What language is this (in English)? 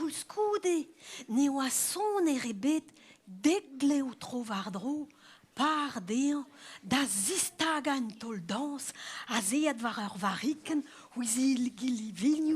Breton